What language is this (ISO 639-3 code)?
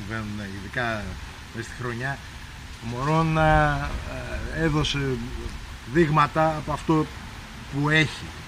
ell